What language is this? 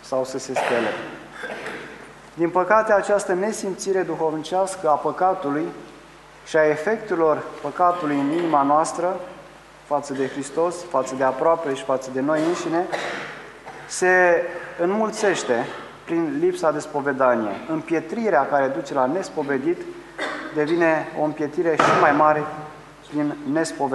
Romanian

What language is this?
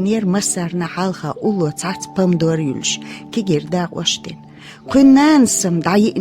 Chechen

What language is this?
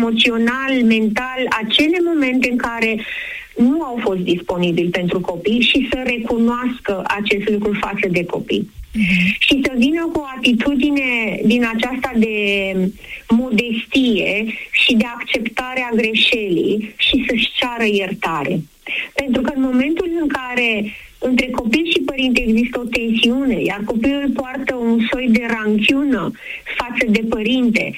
Romanian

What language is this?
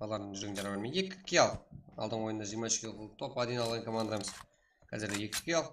Kara-Kalpak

